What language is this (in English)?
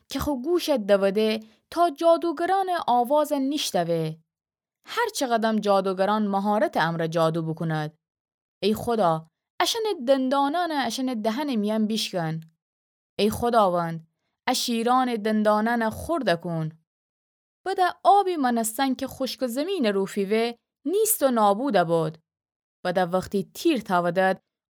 Gilaki